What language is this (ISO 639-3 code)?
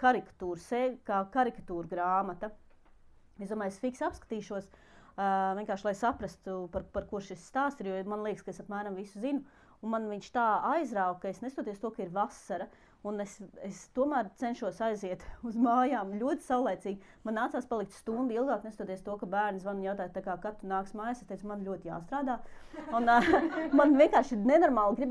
lav